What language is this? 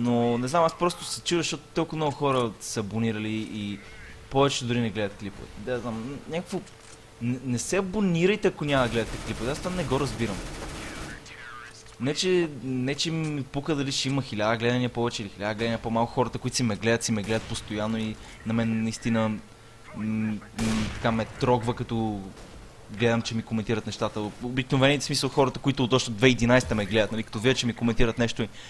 Bulgarian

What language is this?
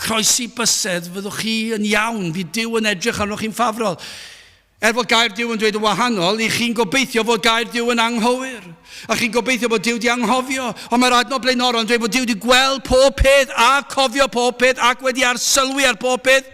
Welsh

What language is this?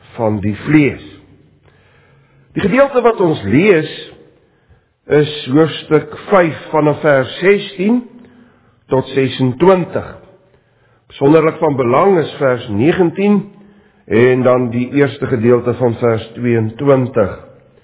Afrikaans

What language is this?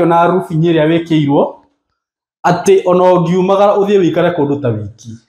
Kikuyu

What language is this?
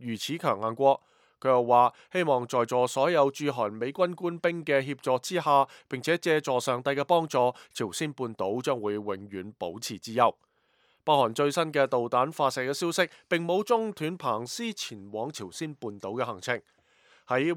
Cantonese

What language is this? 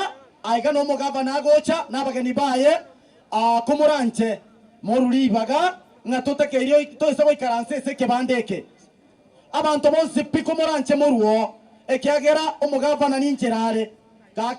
Gusii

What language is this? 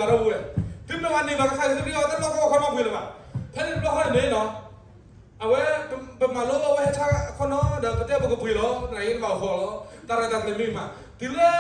S'gaw Karen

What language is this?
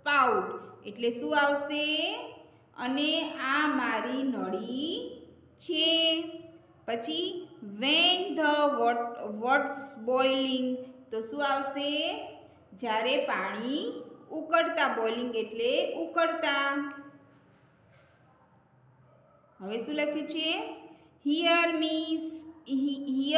Gujarati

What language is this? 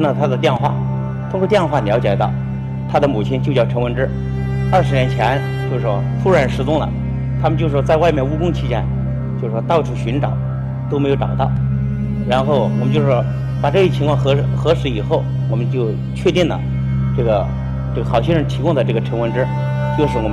Chinese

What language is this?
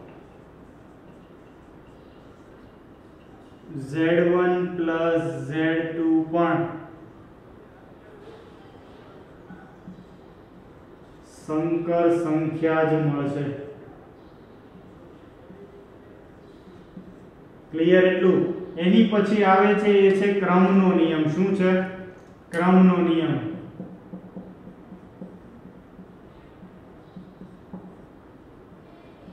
Gujarati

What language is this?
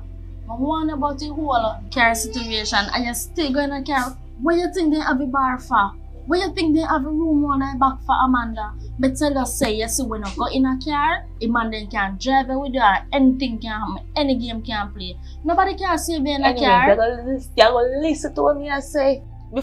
Jamaican Creole English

